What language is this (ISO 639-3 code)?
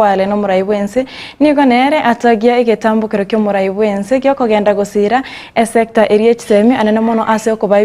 guz